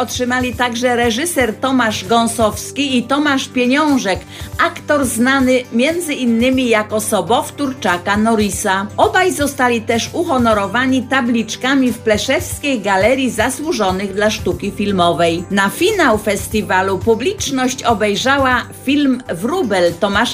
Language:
Polish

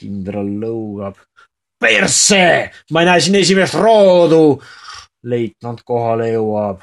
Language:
Estonian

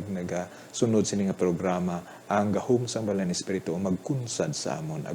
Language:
Hiligaynon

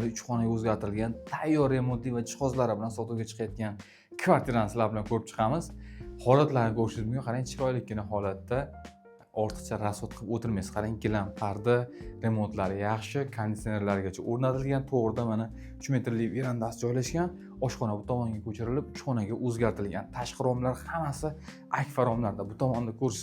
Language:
Uzbek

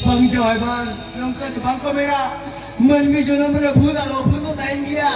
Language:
Santali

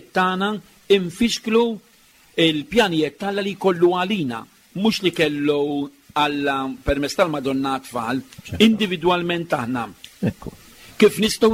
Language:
Maltese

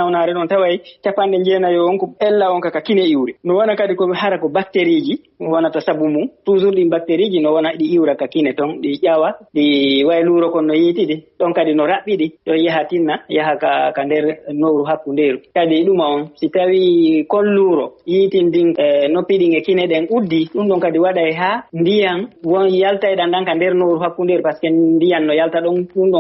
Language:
Fula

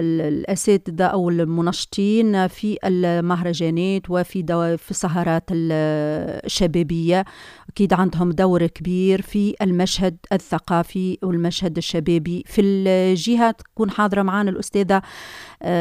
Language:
Tunisian Arabic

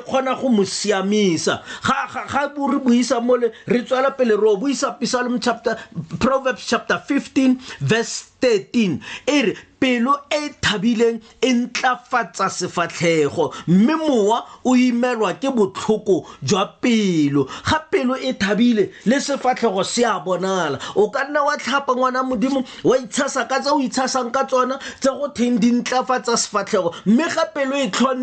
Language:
Tswana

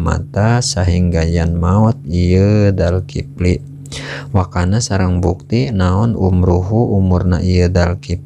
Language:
Sundanese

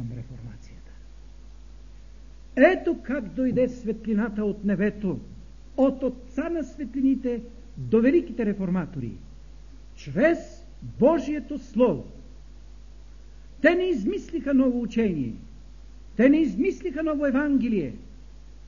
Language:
Bulgarian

